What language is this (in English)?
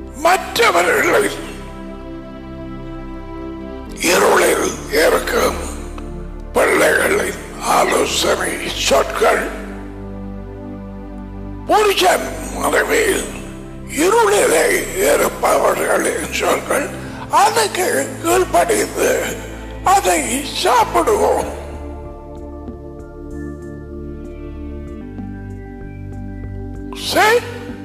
Tamil